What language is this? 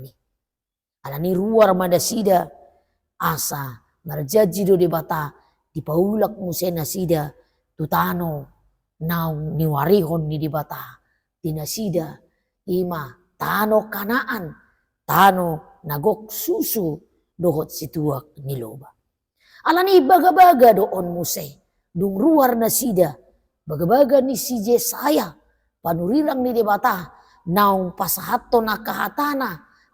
Batak Toba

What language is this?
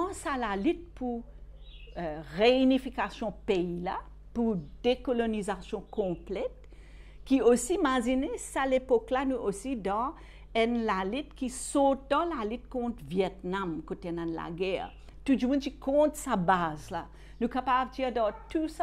Morisyen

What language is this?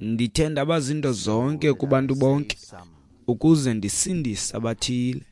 Xhosa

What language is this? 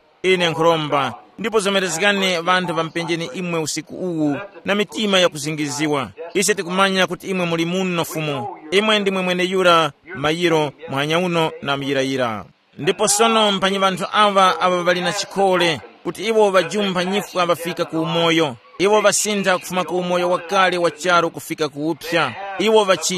Tumbuka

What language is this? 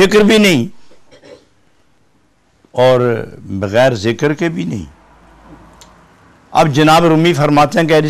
Urdu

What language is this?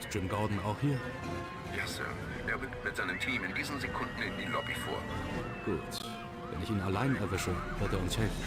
Bavarian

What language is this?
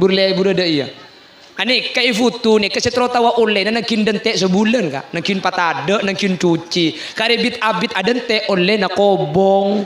Madurese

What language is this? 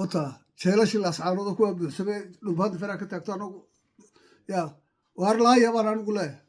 Somali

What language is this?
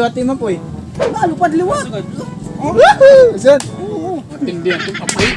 Waray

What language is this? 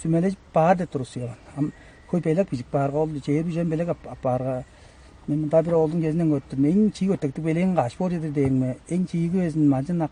Tuvinian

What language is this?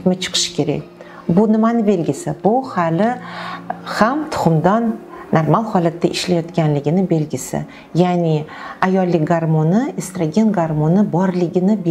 Uzbek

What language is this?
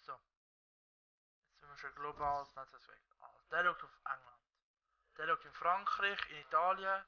Swiss German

